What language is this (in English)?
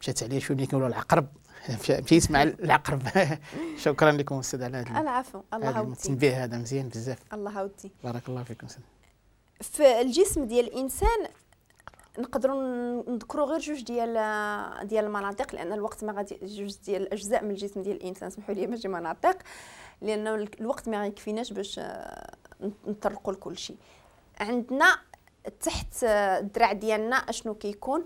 Moroccan Arabic